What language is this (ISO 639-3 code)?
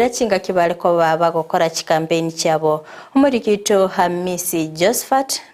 guz